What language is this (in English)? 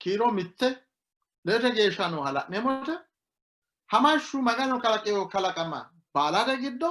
Sidamo